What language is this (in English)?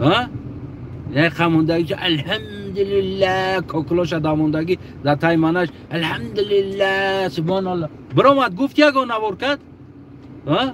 Tajik